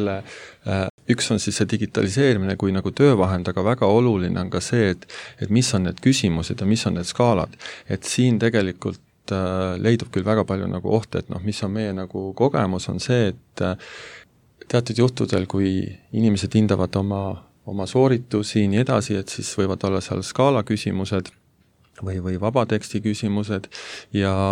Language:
Estonian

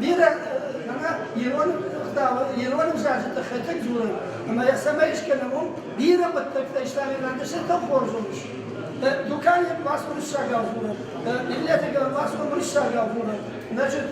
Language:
Ossetic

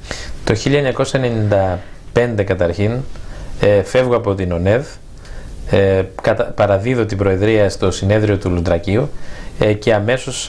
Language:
Greek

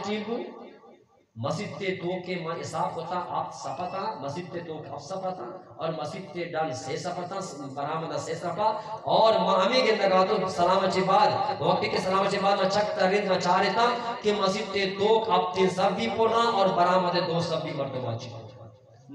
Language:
Eastern Balochi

